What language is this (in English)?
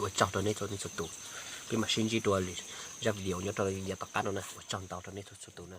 Hmong